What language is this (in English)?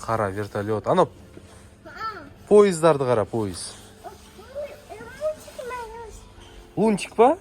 Kazakh